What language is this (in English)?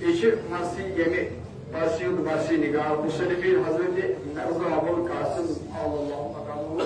Kashmiri